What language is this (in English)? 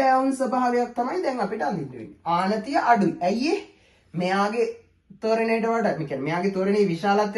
Sinhala